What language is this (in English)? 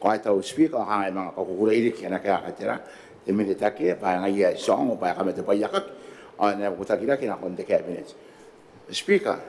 Gilbertese